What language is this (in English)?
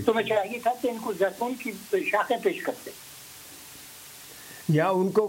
Urdu